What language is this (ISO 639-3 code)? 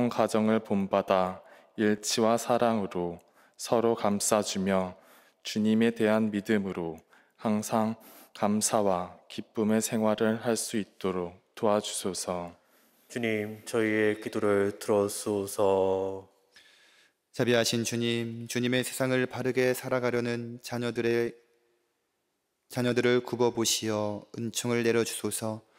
kor